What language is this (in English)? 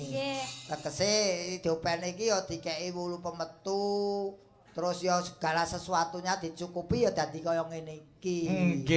Javanese